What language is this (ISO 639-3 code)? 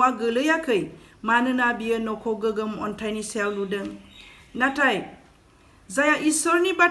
brx